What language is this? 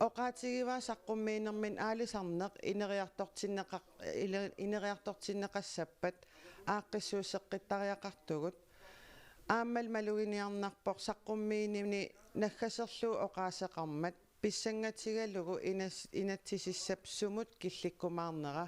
Kalaallisut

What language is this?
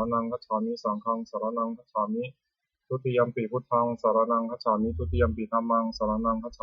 Pali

